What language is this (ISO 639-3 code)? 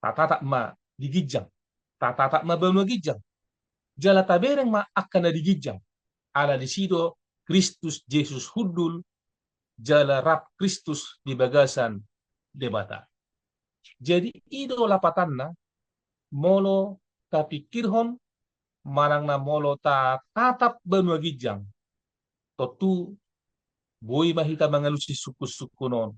bbc